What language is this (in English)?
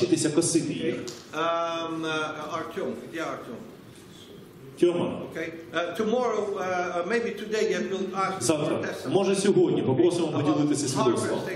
Ukrainian